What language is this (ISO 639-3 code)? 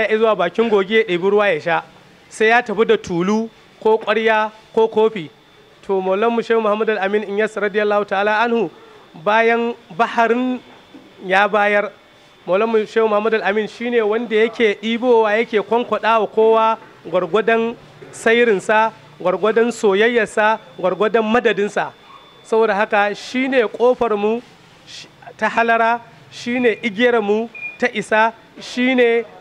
hau